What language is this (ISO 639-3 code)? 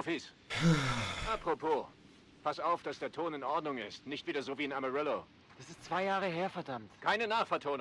deu